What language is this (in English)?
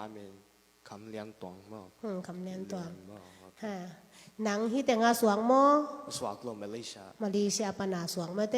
Tedim Chin